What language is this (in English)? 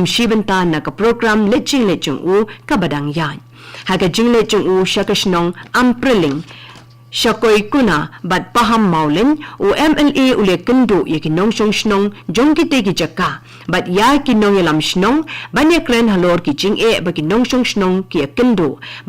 Khasi